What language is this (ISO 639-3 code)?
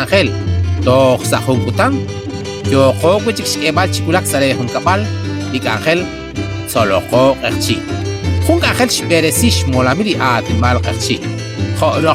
kek